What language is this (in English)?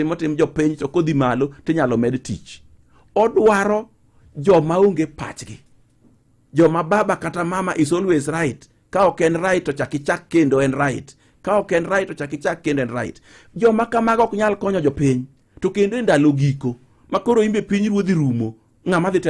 Luo (Kenya and Tanzania)